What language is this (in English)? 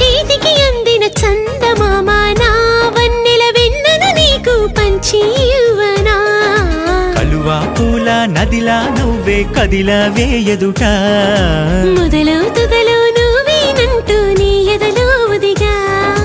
Telugu